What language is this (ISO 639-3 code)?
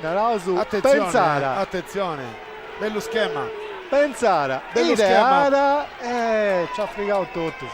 srd